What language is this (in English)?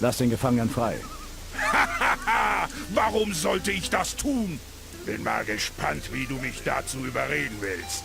Bavarian